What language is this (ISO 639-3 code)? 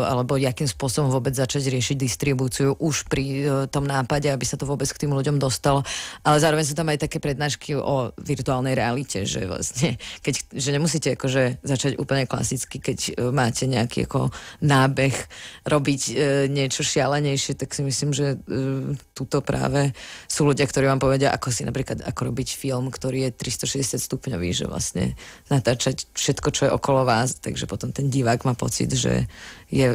slk